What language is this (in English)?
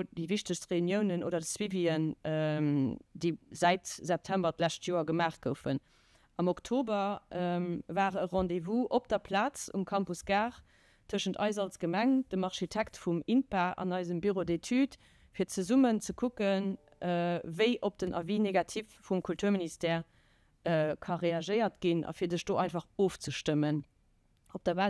Luxembourgish